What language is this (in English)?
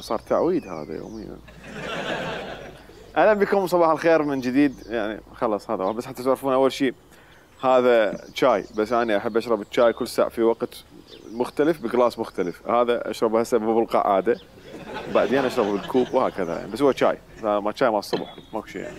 Mesopotamian Arabic